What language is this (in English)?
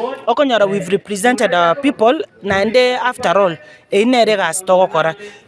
Gusii